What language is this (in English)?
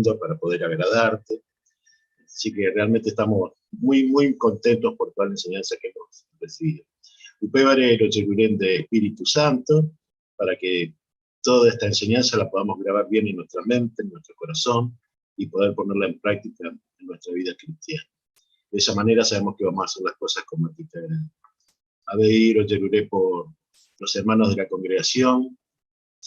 Guarani